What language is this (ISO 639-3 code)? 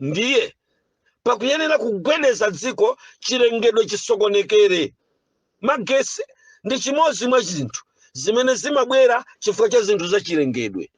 nya